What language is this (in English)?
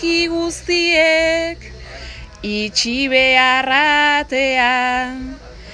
Basque